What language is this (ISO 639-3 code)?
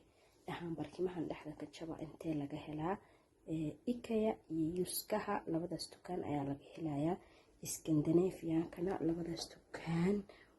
som